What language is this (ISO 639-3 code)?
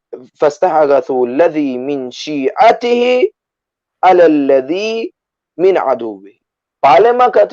rmn